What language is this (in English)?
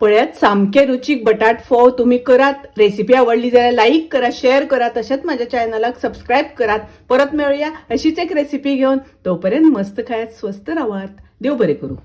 Konkani